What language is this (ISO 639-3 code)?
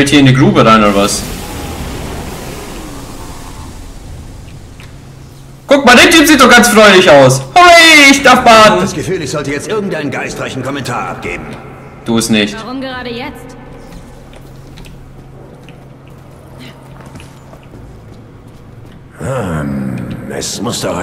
deu